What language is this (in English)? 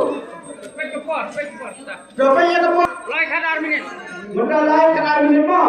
Khasi